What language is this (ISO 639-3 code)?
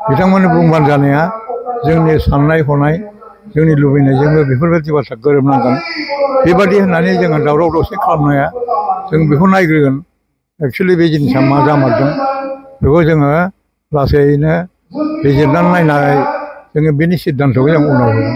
brx